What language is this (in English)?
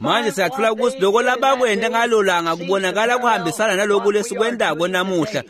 Swati